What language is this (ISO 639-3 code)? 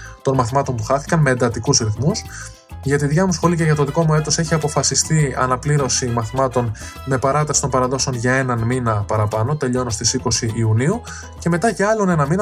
ell